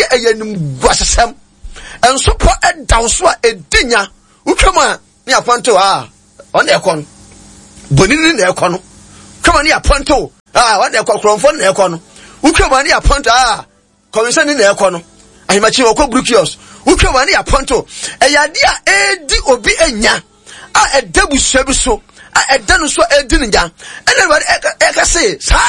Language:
Akan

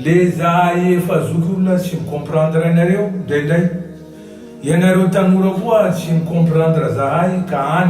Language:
Malagasy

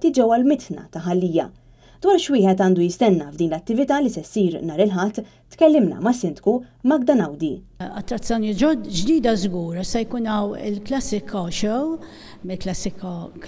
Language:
Maltese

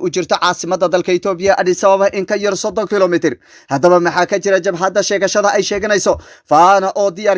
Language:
Somali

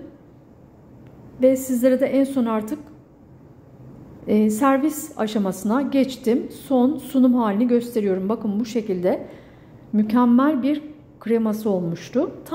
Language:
Turkish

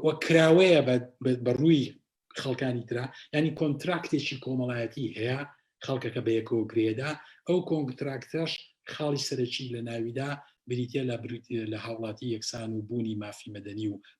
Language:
Central Kurdish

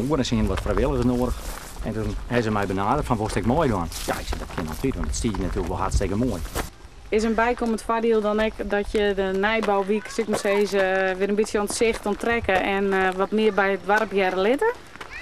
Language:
Western Frisian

